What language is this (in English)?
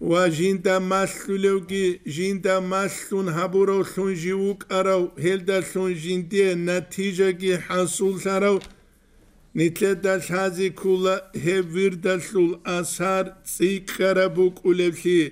Avaric